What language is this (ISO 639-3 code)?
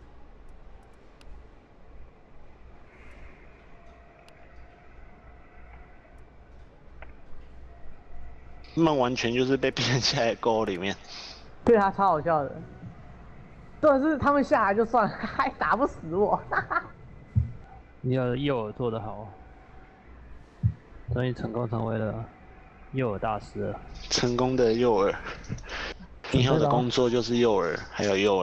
zho